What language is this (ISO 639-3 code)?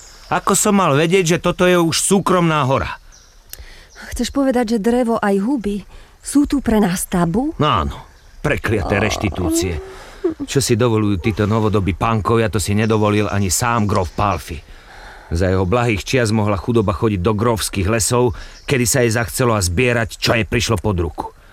slk